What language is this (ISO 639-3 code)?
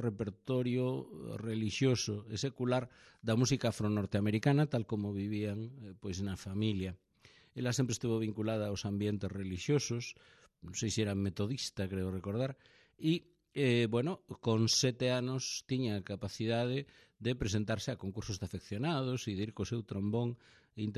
glg